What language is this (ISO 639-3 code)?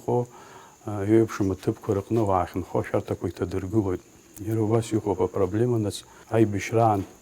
abk